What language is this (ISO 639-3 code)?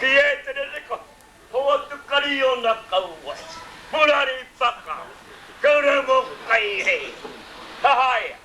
mri